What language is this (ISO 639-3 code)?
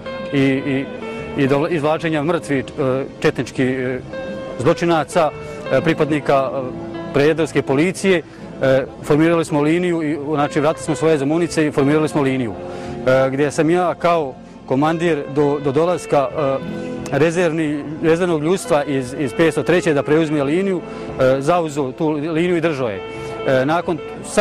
bos